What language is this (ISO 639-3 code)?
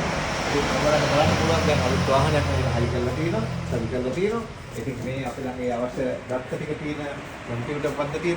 sin